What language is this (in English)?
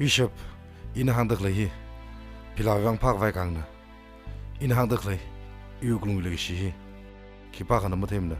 Tangkhul Naga (India)